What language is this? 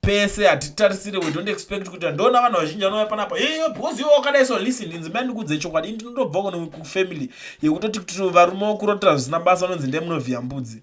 Shona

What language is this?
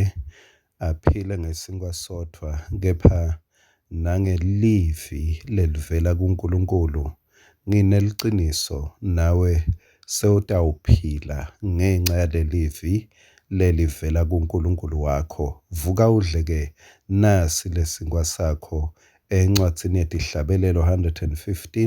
Swati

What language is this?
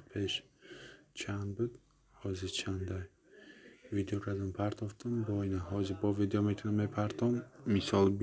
Tajik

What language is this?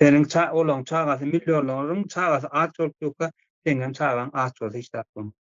Turkmen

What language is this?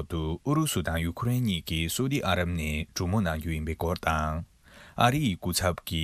Tibetan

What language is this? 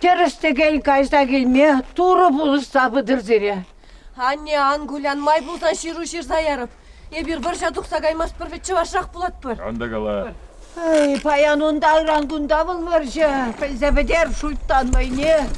Chuvash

